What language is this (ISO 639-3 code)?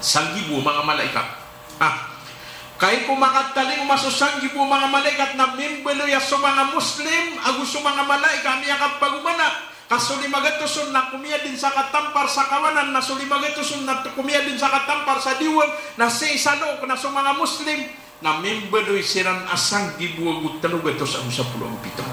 mrw